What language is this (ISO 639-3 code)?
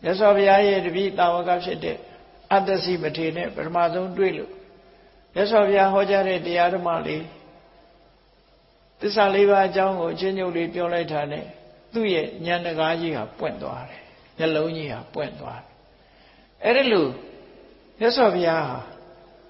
mya